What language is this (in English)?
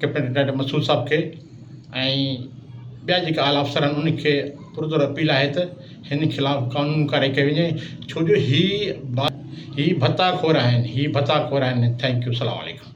Sindhi